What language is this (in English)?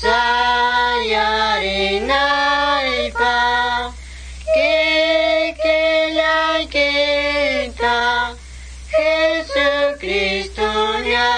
Quechua